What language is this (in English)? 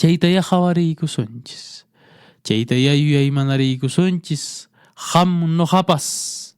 Quechua